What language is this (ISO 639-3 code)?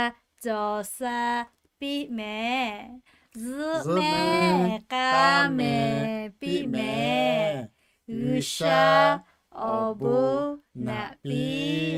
lhu